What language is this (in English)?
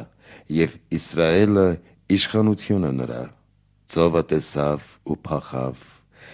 Armenian